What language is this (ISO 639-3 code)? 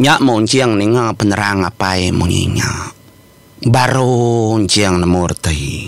iba